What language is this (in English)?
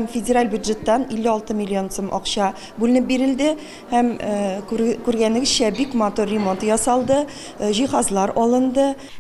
Tatar